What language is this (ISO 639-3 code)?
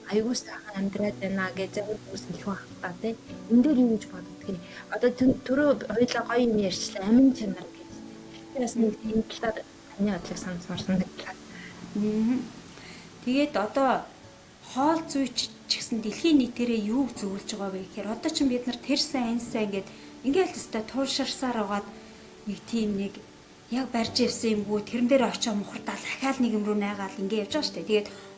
mon